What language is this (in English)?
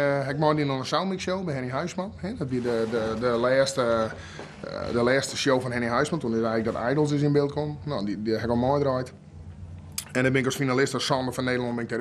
Western Frisian